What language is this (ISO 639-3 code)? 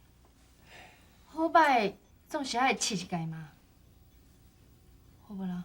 nan